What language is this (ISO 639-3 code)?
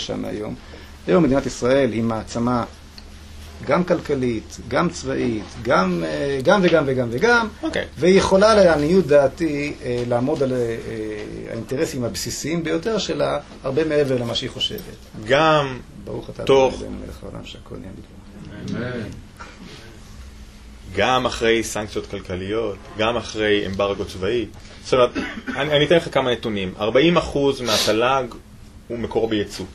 heb